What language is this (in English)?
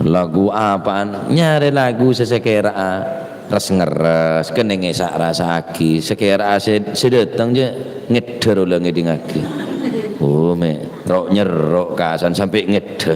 Madurese